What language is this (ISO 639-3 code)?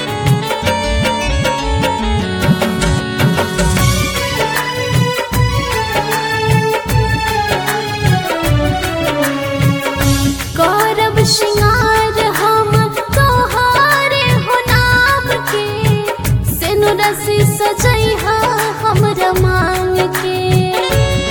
bho